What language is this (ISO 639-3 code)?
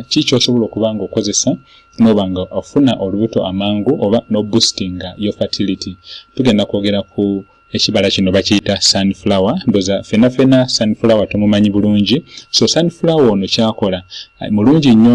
lug